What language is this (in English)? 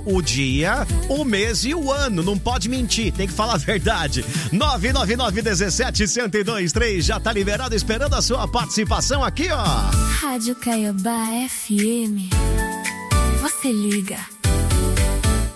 Portuguese